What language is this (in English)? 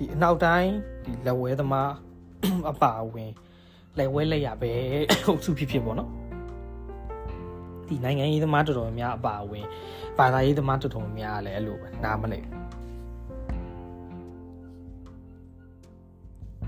Burmese